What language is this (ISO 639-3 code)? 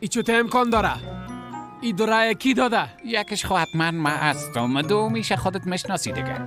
fas